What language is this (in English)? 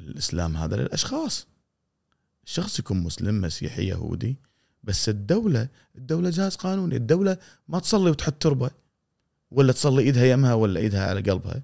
Gulf Arabic